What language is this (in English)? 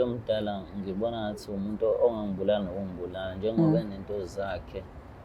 Zulu